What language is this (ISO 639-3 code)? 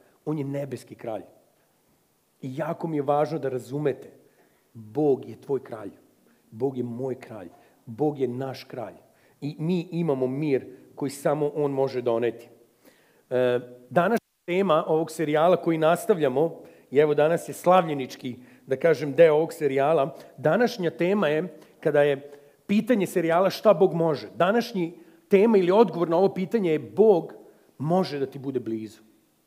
srp